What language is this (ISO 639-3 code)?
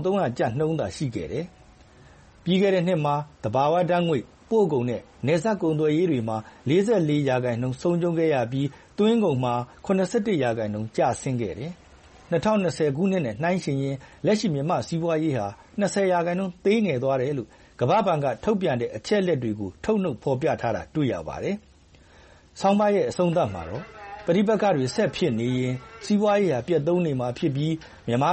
mya